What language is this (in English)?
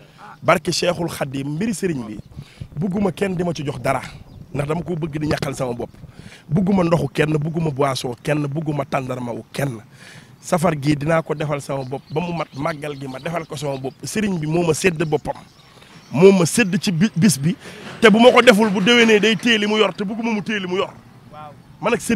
Wolof